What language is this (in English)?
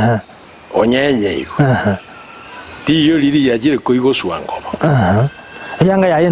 Gusii